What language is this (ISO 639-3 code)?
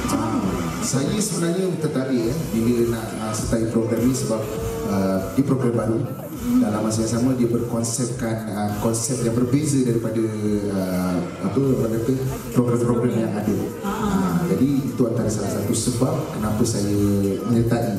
msa